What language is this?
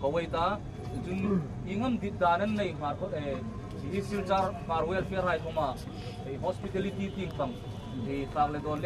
Hmar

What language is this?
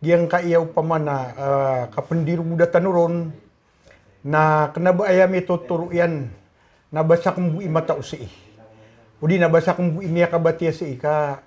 Maranao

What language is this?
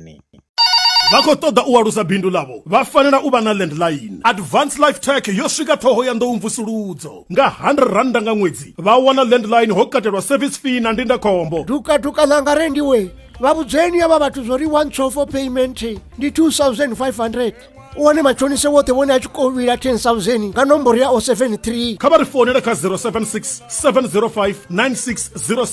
Venda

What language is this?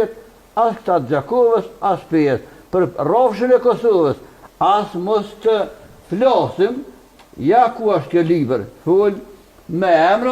Albanian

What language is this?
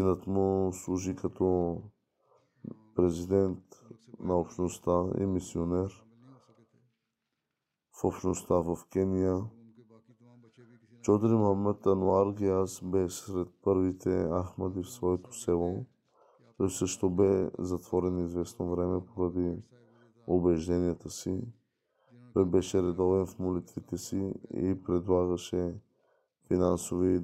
Bulgarian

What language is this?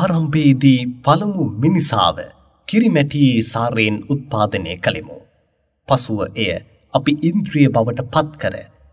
Sinhala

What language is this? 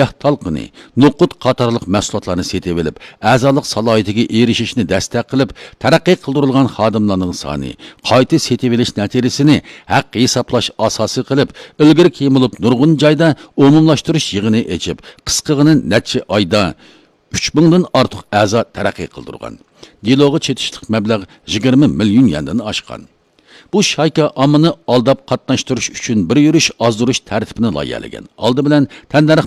Uyghur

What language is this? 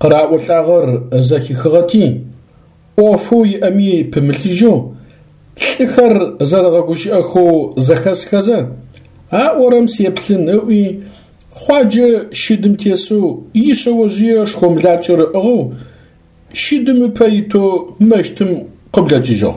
Adyghe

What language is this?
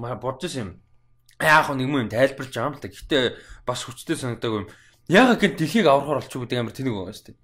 Mongolian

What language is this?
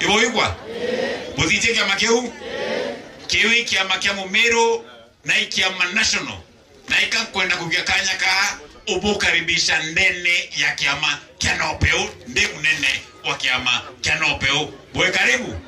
Meru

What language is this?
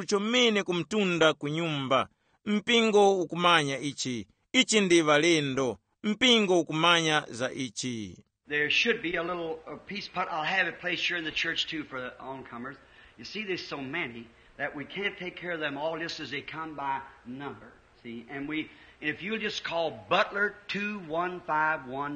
Tumbuka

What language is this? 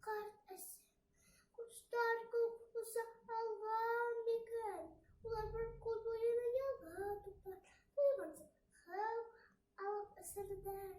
Bashkir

